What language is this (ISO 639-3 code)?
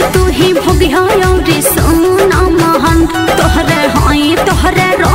bho